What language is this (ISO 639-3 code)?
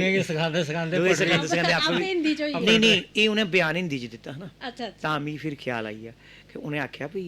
doi